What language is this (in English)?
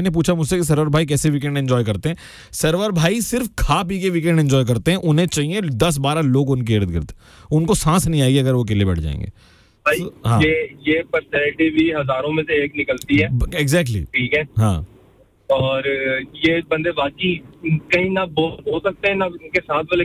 Hindi